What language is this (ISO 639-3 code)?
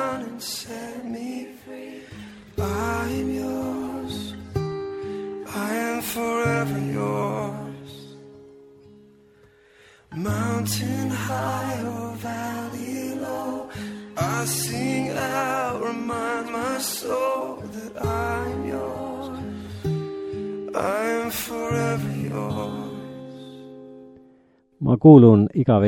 est